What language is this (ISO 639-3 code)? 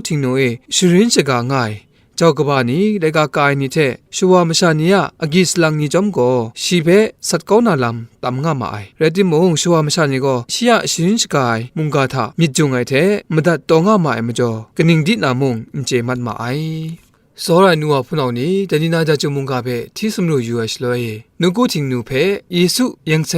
kac